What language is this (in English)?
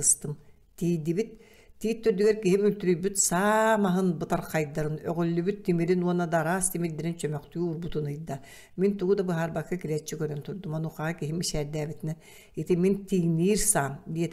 Yakut